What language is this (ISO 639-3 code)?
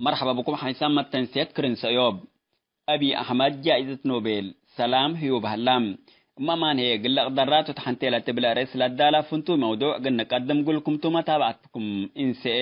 tig